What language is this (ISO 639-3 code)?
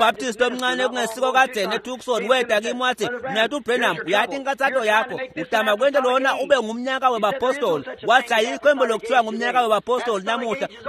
ssw